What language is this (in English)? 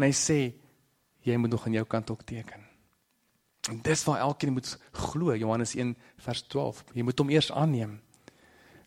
Afrikaans